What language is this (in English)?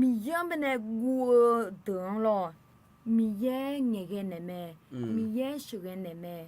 Akha